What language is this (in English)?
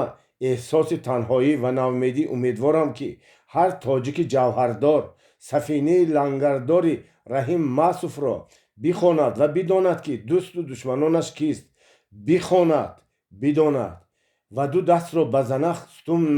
Tajik